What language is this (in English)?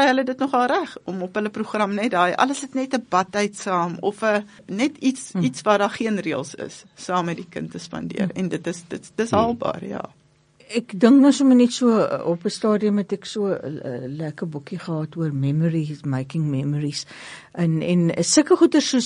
Afrikaans